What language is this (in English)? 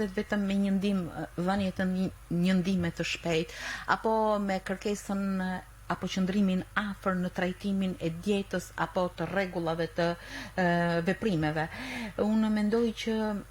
Albanian